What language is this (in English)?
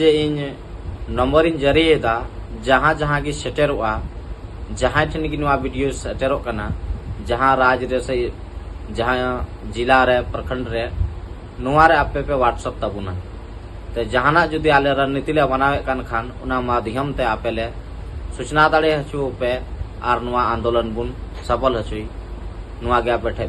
Santali